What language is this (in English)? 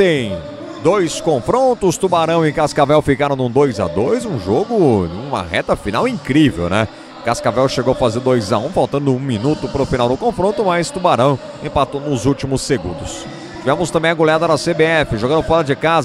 Portuguese